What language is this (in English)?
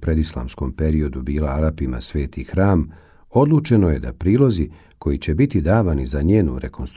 Bosnian